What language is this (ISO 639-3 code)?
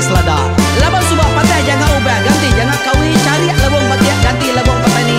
iba